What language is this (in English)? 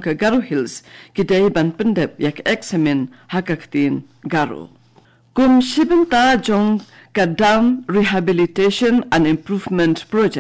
Khasi